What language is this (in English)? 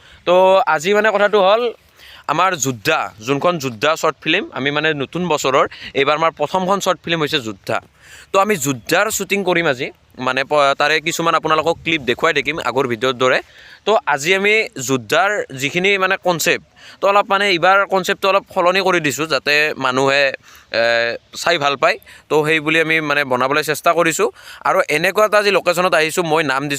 Assamese